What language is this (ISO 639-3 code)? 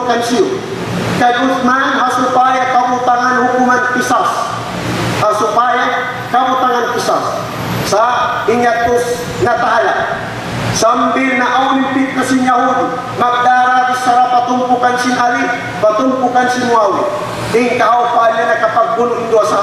tsg